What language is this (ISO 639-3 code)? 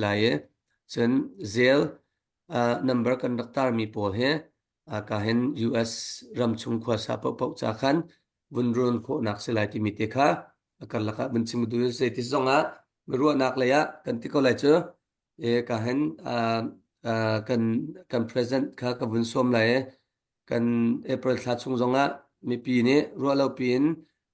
cnh